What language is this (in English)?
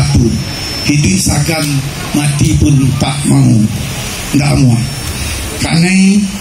Minangkabau